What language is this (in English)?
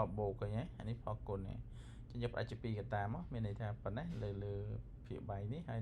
Khmer